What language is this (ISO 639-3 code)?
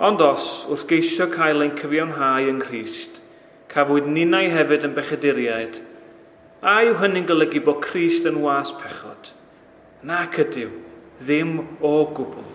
cym